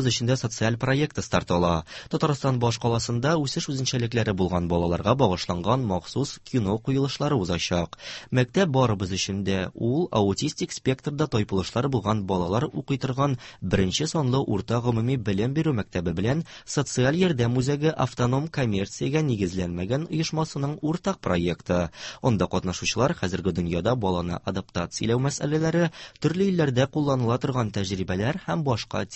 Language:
Tatar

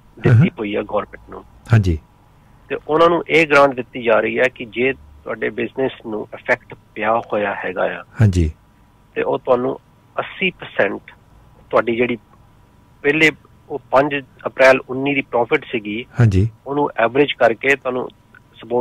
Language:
Punjabi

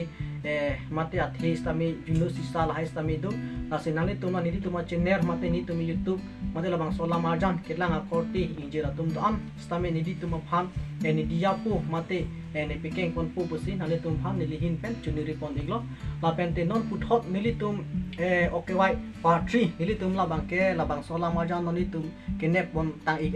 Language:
Karbi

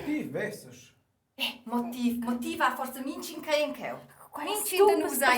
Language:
Romansh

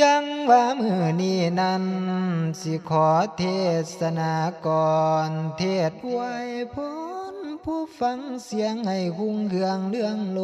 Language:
Northeastern Thai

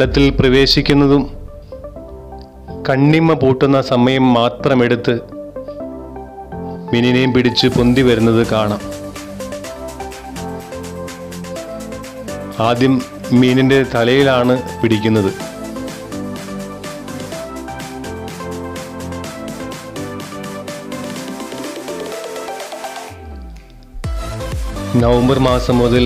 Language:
Malayalam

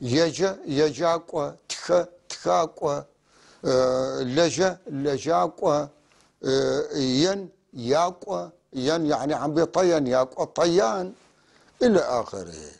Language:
North Levantine Arabic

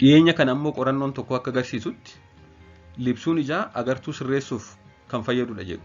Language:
Oromo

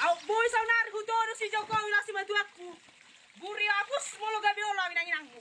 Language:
Batak Toba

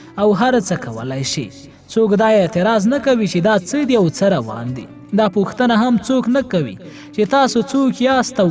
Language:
Pashto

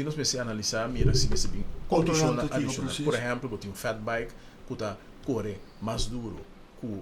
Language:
Papiamento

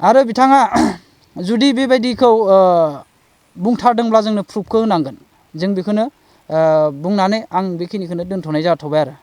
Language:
Bodo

